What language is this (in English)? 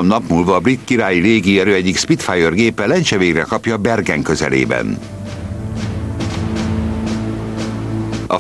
Hungarian